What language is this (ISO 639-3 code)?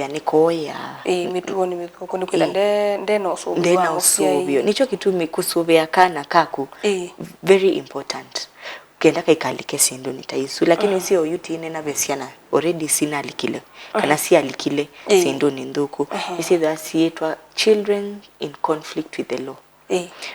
kam